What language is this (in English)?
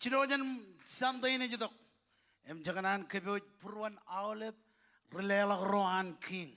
Marshallese